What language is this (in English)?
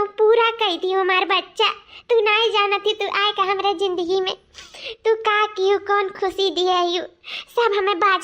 Awadhi